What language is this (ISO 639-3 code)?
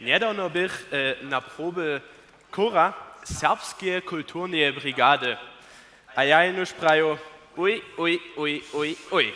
hsb